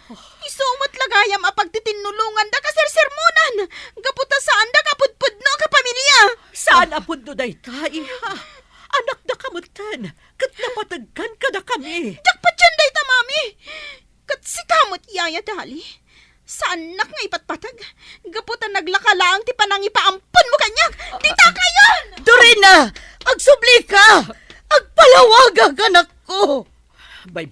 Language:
Iloko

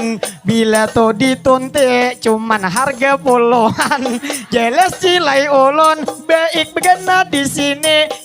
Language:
Banjar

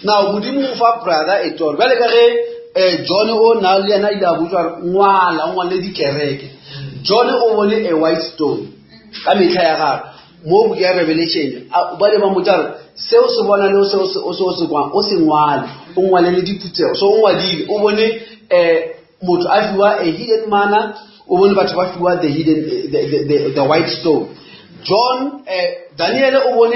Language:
Northern Sotho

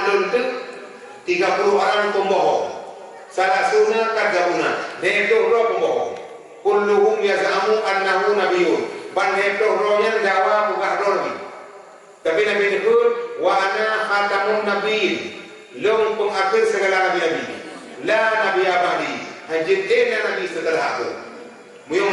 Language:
Achinese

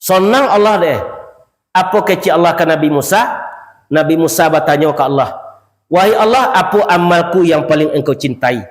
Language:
Minangkabau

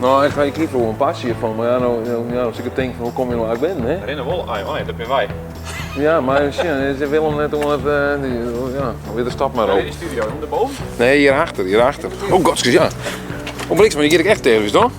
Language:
Western Frisian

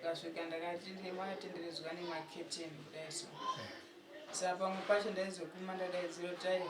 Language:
Shona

